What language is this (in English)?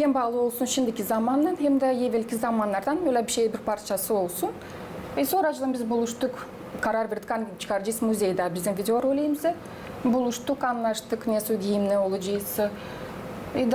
Gagauz